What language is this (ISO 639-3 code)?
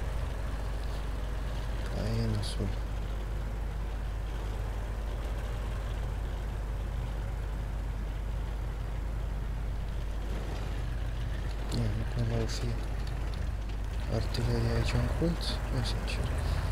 ron